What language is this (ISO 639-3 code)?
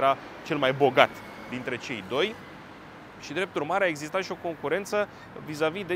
ron